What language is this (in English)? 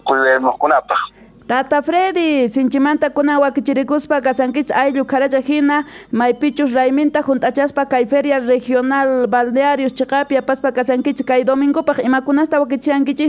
Quechua